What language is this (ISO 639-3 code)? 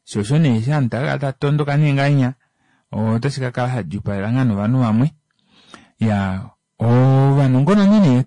kua